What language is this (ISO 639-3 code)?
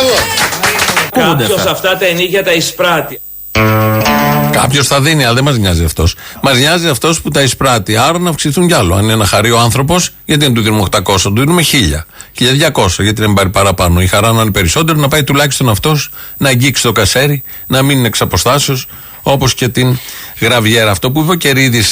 ell